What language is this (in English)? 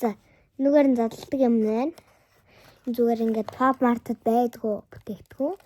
Mongolian